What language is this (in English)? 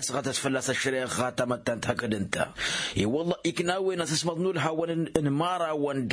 Tamasheq